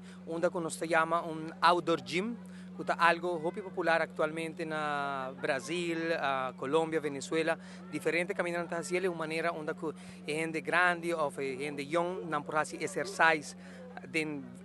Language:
Papiamento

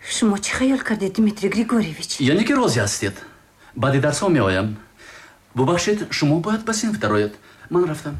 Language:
Tajik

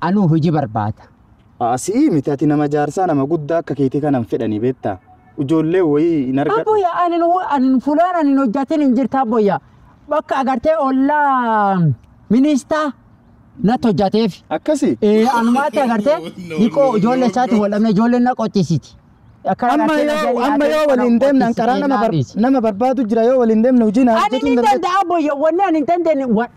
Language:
Oromo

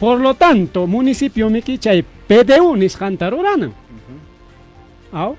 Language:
Ayacucho Quechua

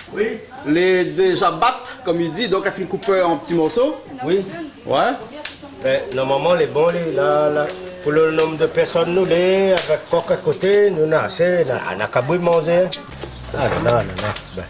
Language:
Réunion Creole French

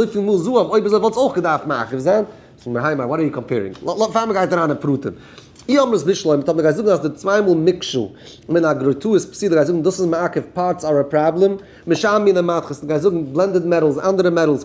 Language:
Yiddish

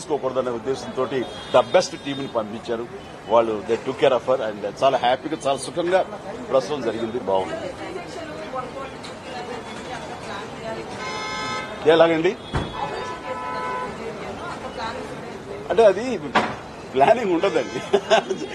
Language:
Telugu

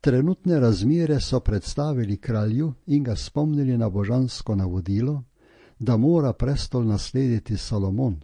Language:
Slovenian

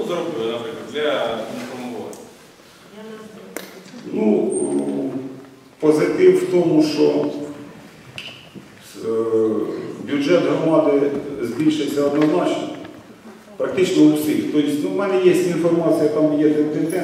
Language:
Ukrainian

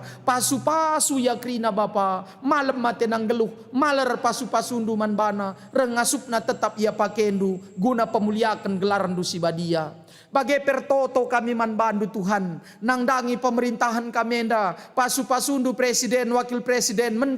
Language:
Batak Karo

